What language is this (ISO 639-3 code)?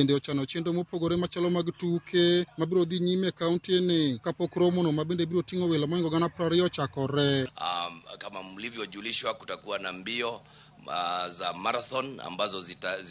luo